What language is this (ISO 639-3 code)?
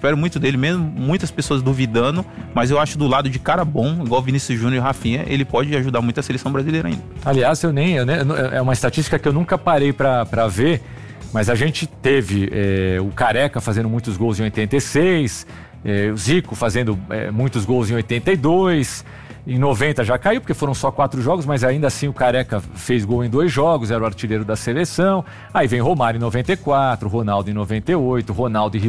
por